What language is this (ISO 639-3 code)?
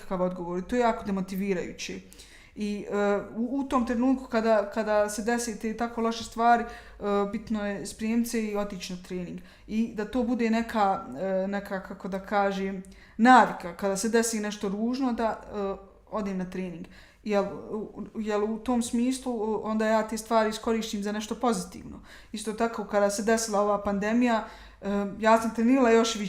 bos